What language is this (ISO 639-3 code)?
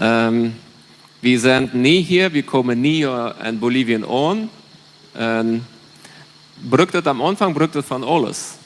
pdt